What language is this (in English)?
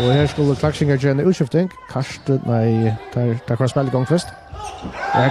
Faroese